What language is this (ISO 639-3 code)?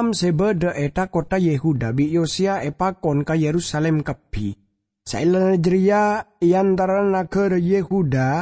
mad